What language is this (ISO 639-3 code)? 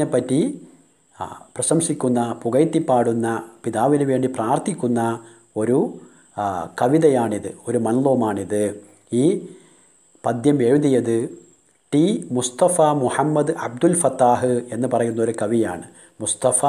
mal